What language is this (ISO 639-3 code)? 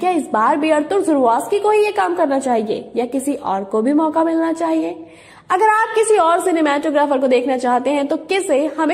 hin